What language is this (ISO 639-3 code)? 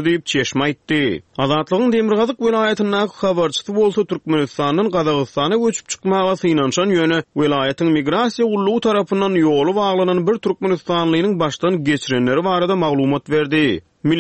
tuk